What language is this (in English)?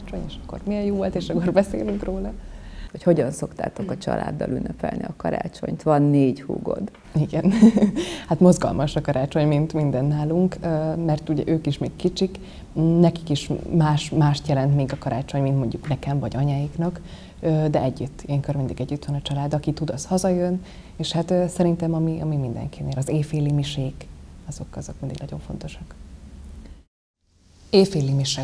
Hungarian